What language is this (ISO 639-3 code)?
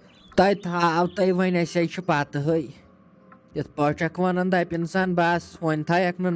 kas